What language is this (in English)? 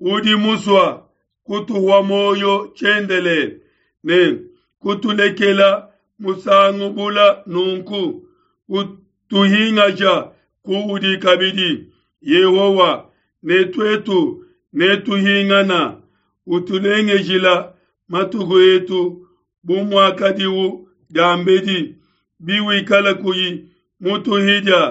Luba-Lulua